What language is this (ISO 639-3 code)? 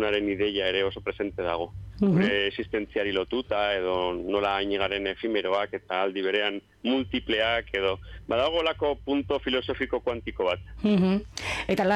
eus